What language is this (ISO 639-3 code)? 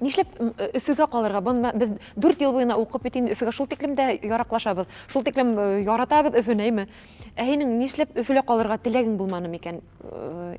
bak